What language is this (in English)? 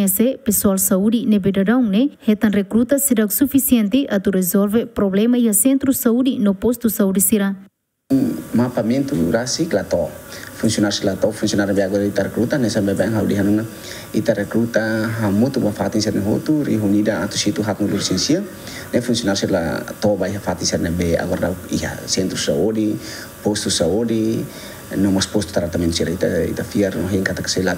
Tetum